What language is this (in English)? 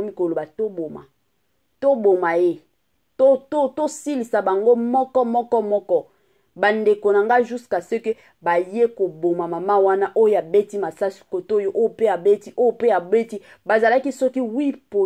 Lingala